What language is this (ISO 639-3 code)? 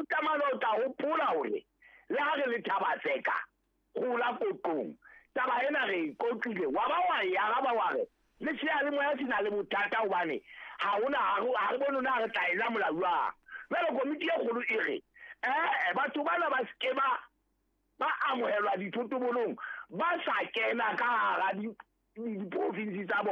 sot